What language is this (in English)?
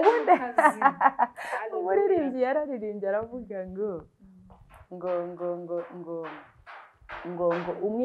Kinyarwanda